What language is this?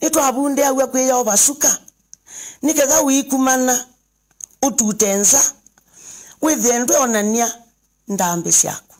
Kamba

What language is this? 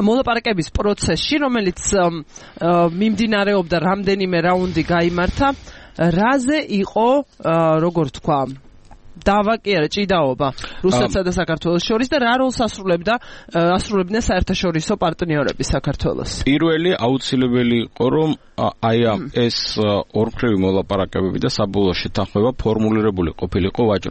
Georgian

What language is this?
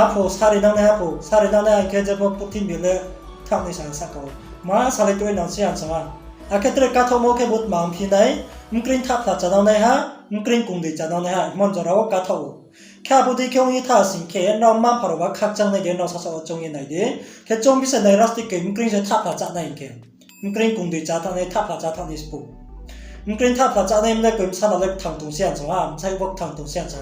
Riang (India)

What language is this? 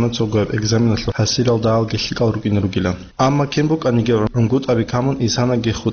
Avaric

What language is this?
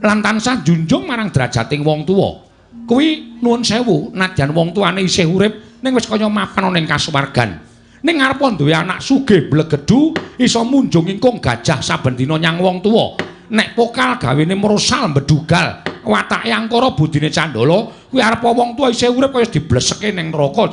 Javanese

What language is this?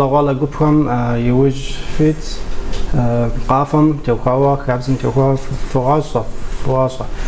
Kabardian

